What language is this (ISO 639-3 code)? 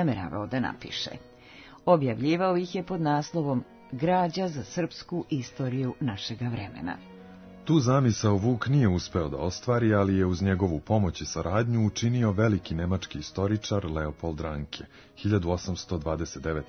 srp